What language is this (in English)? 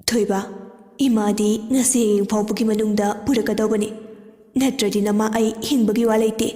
Manipuri